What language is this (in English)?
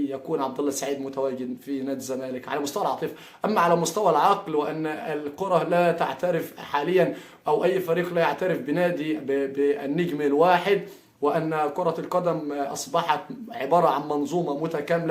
Egyptian Arabic